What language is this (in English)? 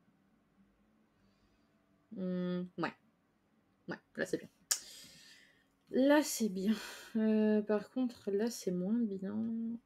French